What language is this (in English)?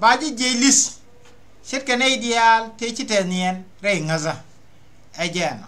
Nuer